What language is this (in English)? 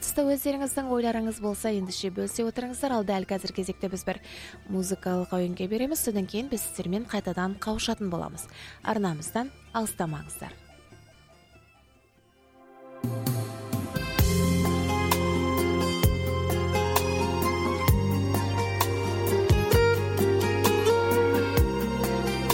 Kazakh